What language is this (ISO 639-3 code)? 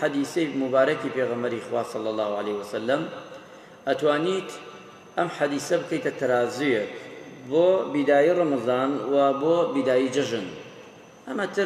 ckb